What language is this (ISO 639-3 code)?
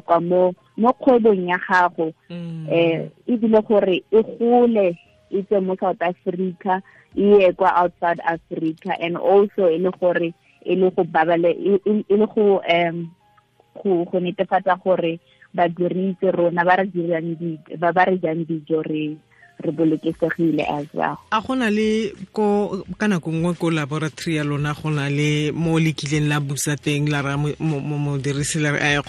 tsn